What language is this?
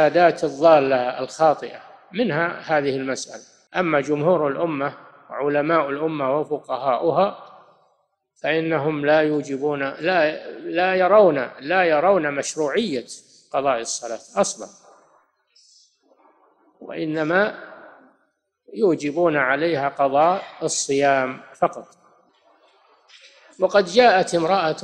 Arabic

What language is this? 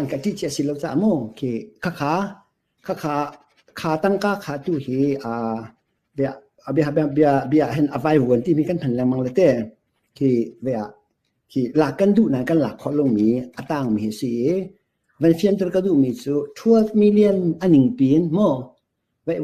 Hakha Chin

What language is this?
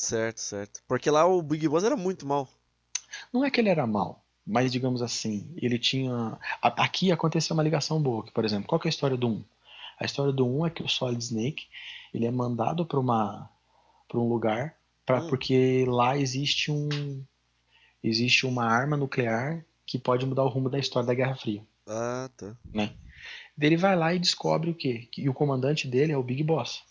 Portuguese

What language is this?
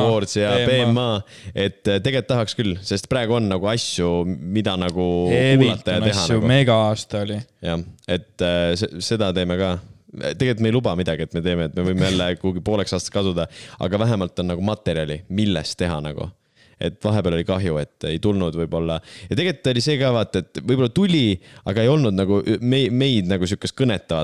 Estonian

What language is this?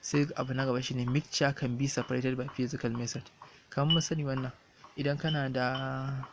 Hausa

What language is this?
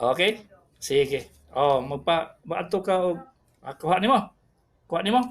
Cebuano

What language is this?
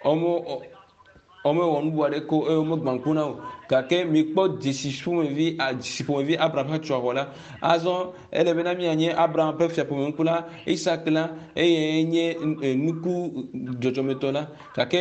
Ewe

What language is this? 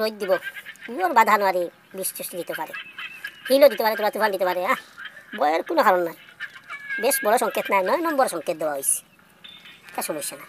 Sylheti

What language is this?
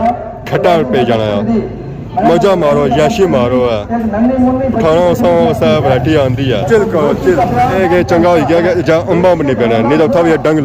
Pahari-Potwari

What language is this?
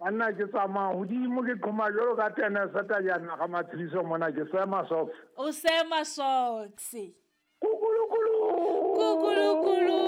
Southern Sotho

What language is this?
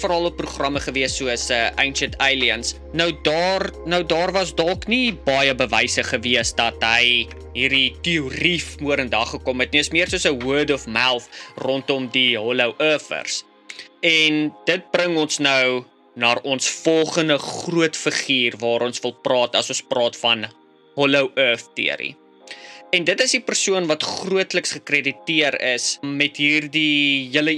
Afrikaans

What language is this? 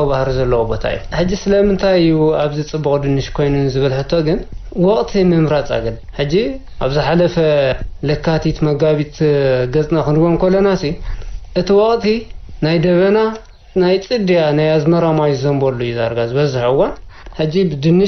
Tigrinya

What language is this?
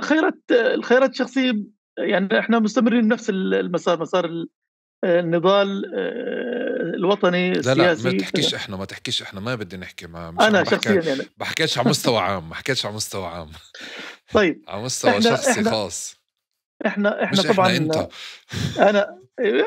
North Levantine Arabic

